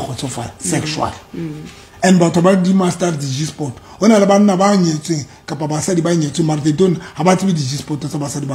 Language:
Southern Sotho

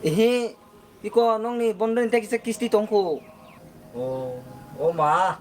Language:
Kok Borok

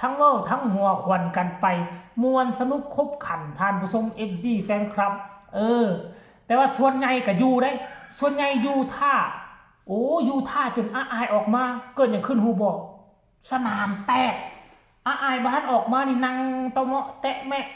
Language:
Northeastern Thai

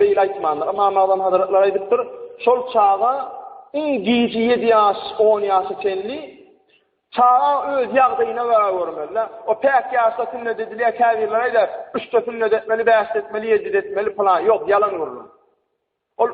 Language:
Turkmen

